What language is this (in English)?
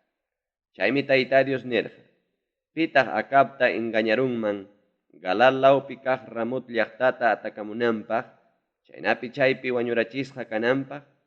Ayacucho Quechua